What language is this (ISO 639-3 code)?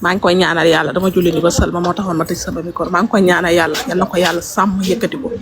wol